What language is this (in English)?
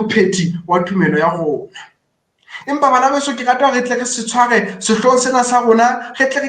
Southern Sotho